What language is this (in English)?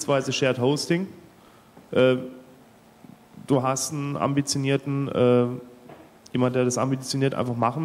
German